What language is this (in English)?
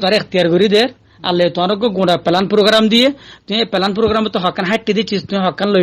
Rohingya